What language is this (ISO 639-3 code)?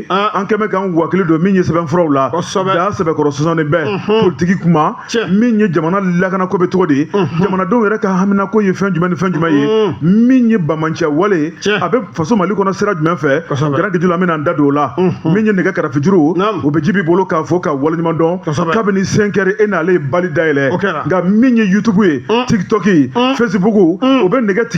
bam